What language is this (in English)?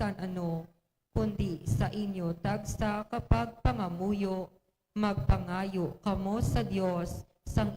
Hiligaynon